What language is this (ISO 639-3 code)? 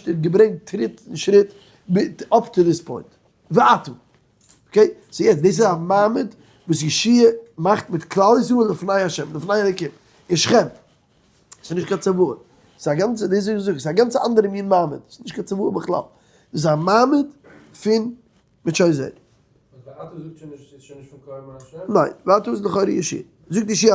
yid